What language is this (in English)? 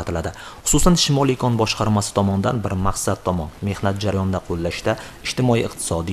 Uzbek